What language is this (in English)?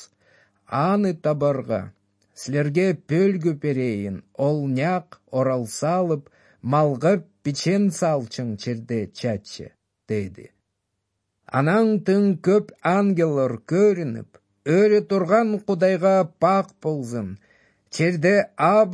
Kyrgyz